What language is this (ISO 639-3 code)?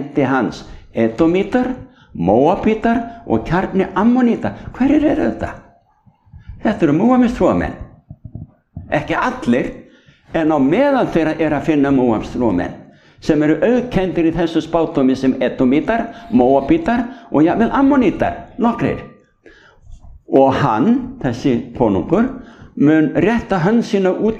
isl